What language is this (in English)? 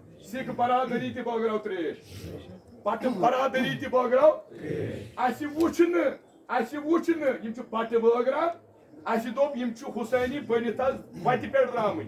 Kashmiri